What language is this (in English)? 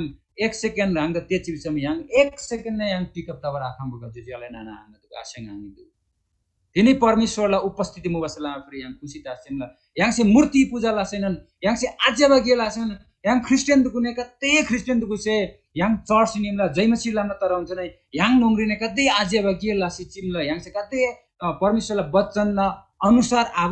Eastern Tamang